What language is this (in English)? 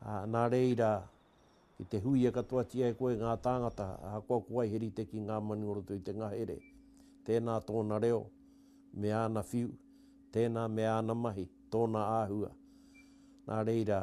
Māori